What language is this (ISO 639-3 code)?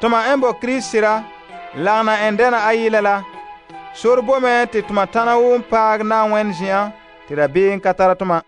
gur